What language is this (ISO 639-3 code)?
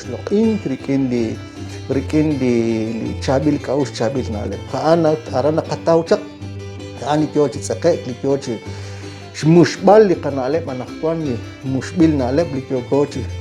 kek